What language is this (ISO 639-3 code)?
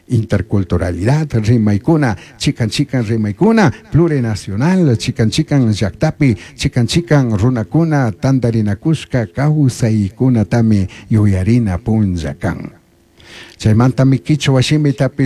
qug